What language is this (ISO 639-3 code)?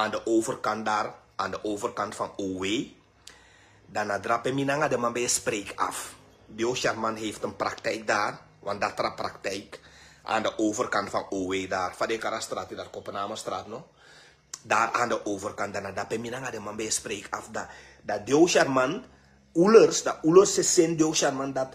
srn